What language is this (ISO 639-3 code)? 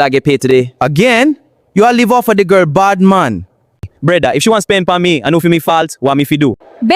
jam